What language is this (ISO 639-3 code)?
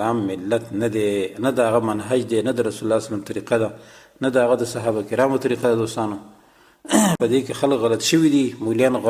pus